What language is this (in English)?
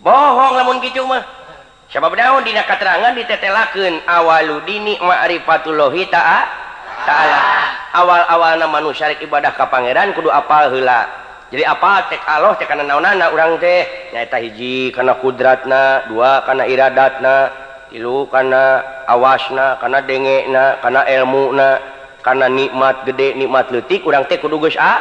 Sundanese